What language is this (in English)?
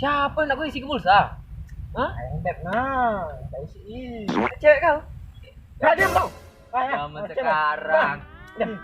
Musi